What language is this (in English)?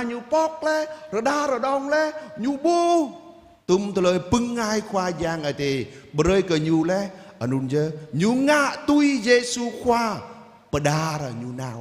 Jarai